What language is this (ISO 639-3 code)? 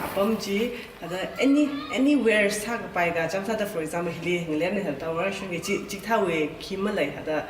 nmf